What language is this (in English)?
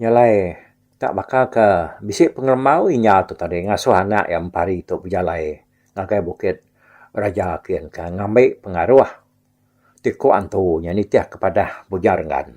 Iban